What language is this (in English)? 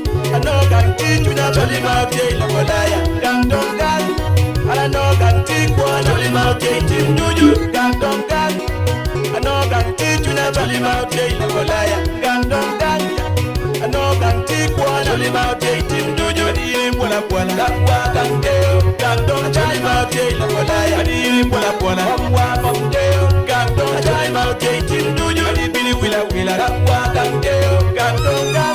Acoli